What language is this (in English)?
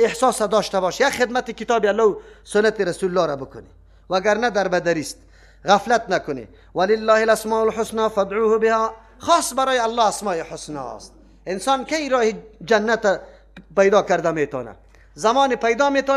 Persian